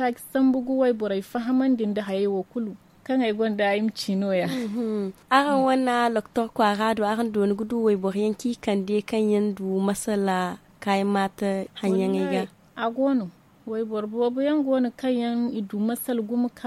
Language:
Zarma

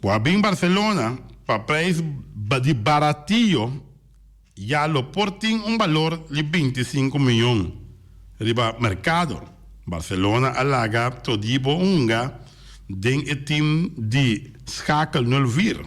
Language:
Papiamento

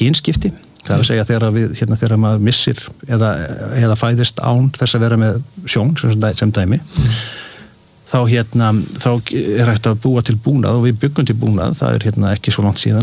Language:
Icelandic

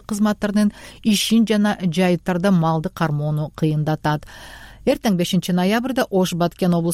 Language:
Kyrgyz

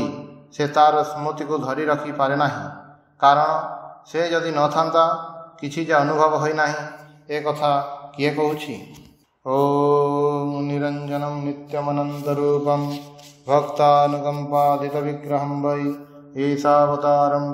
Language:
Odia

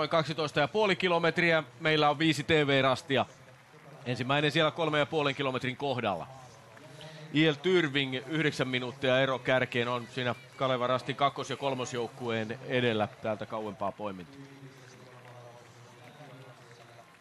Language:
Finnish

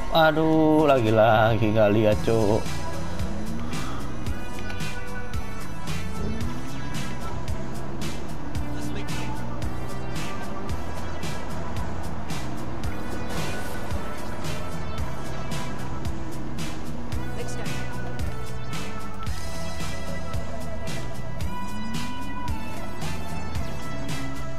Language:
Indonesian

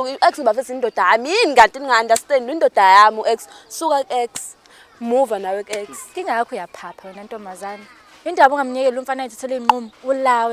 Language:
Zulu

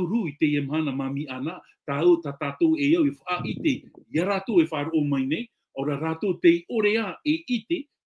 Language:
Tahitian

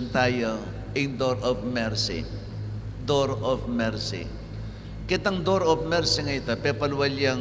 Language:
Pampanga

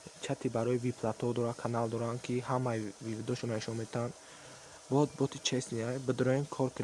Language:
Tajik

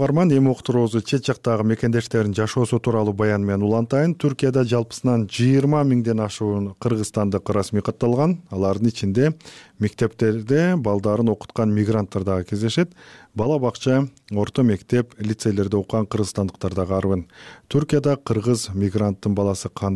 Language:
Kyrgyz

